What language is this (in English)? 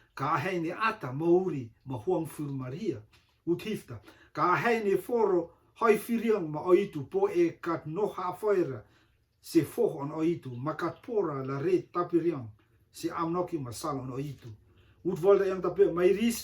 Rotuman